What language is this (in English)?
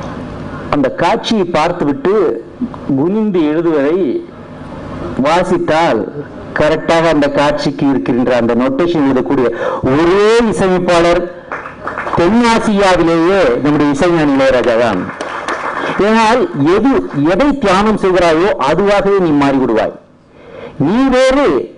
Tamil